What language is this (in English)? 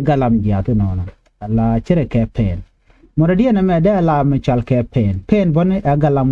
Nuer